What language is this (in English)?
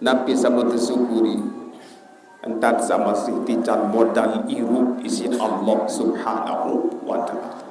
Sasak